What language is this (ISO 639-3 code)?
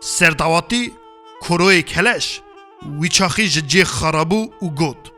kur